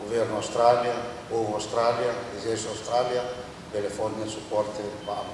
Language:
Tetum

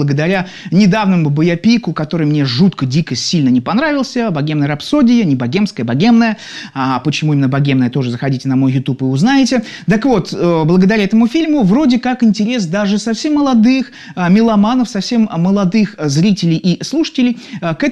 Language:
Russian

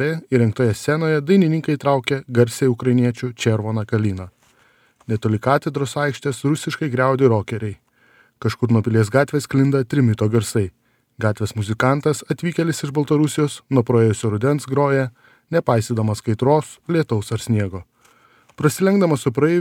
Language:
Lithuanian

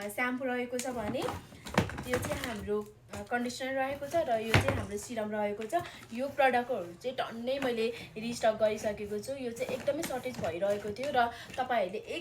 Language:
Nepali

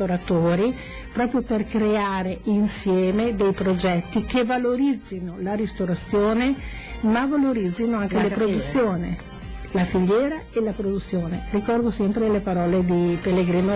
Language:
Italian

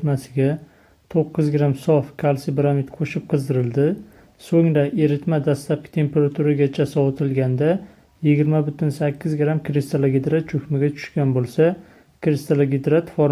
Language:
Uzbek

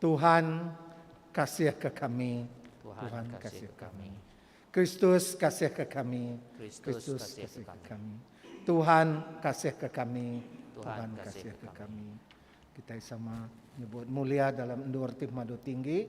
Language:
Iban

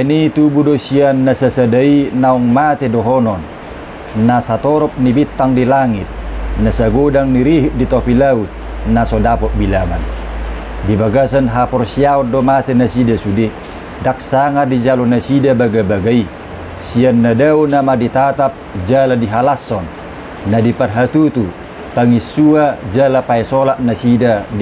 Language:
Batak Toba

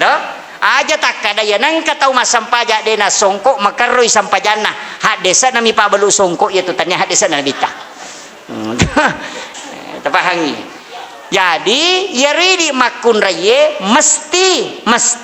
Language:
Buginese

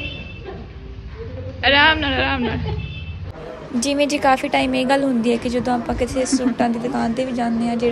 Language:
Punjabi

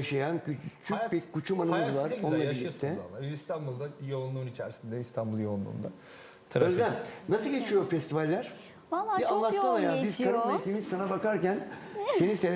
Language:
Turkish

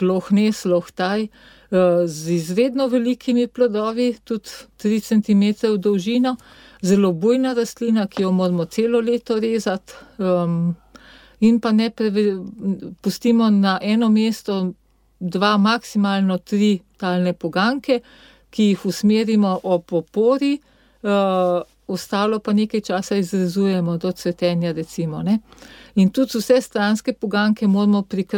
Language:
Slovenian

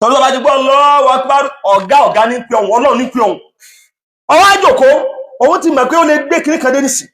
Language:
Yoruba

